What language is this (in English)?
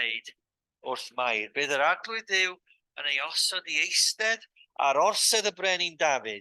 Welsh